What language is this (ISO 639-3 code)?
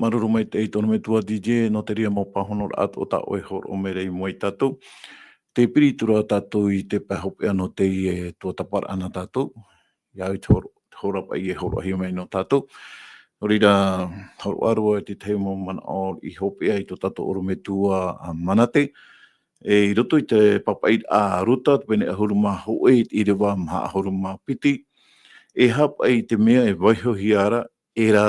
tah